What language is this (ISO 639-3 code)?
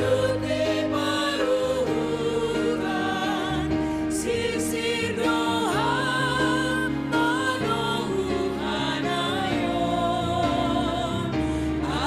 bts